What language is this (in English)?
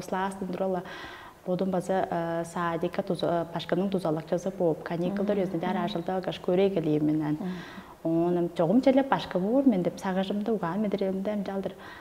Tuvinian